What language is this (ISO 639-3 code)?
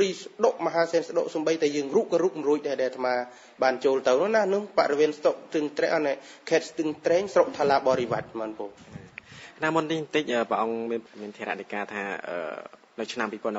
khm